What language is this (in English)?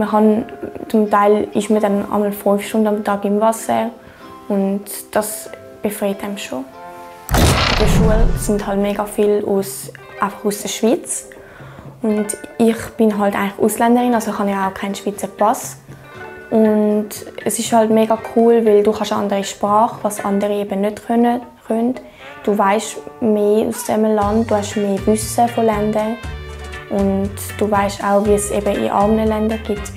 Swiss German